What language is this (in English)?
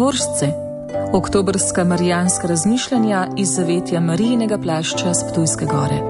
Slovenian